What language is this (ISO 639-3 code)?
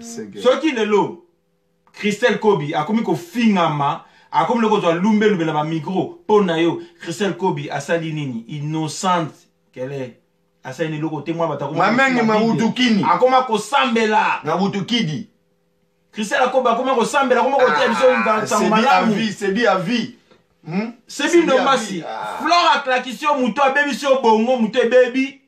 lin